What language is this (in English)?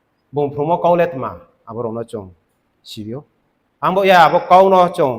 Riang (India)